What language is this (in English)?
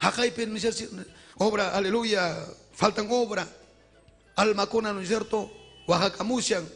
Ayacucho Quechua